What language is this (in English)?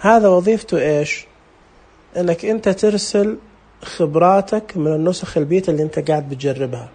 Najdi Arabic